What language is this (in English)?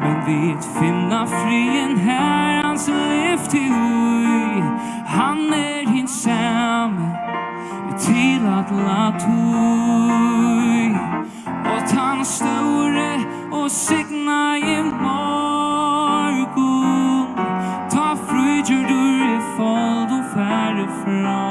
Faroese